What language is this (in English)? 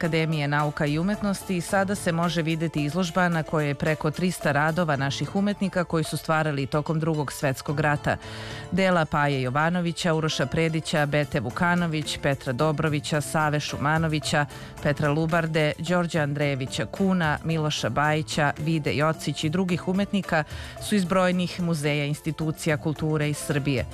Serbian